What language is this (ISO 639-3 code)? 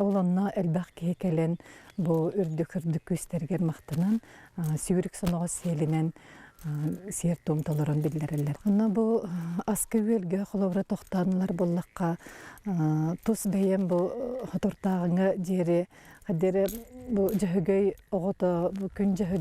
sah